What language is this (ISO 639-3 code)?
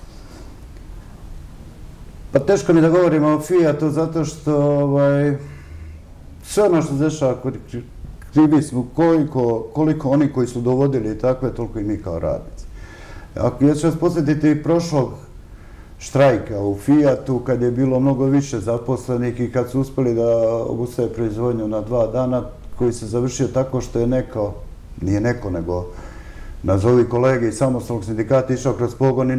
srp